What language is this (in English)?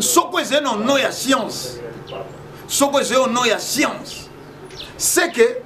Lingala